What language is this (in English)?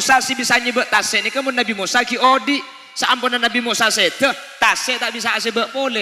Madurese